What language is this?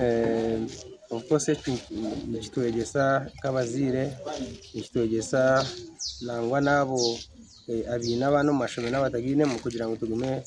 Nyankole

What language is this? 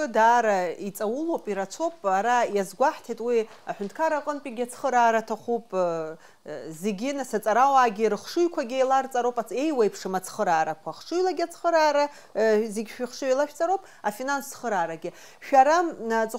Abkhazian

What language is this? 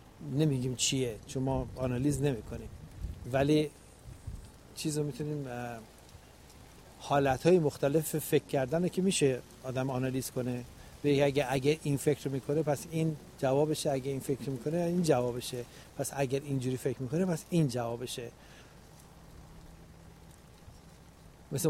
Persian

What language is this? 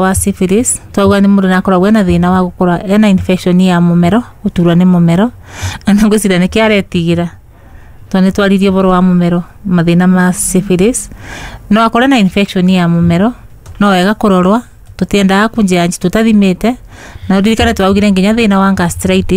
Kikuyu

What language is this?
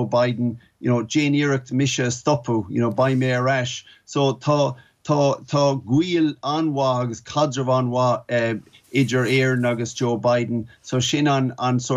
Irish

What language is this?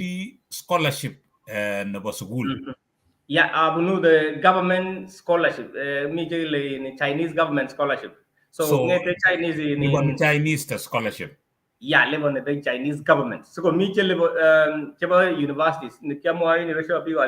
Kalenjin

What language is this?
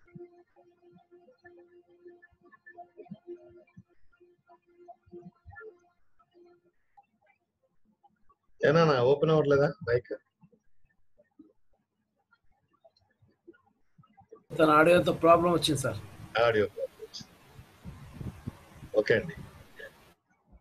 Telugu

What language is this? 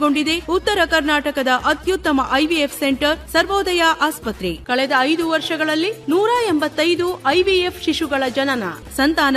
Kannada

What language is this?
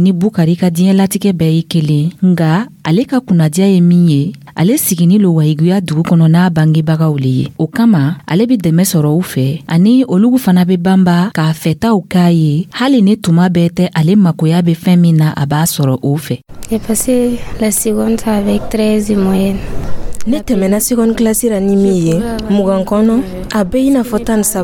Dyula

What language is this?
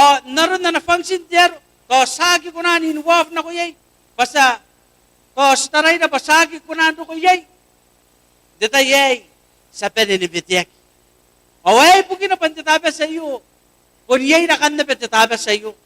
Gilbertese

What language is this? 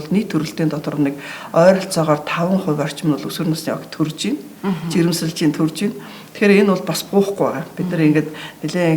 Mongolian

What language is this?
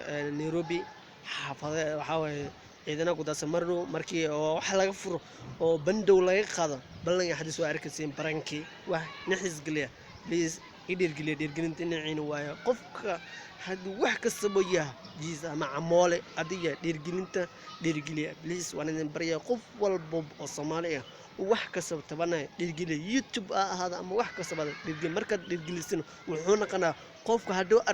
Somali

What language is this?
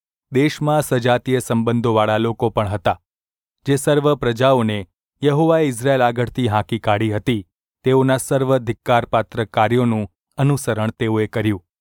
Gujarati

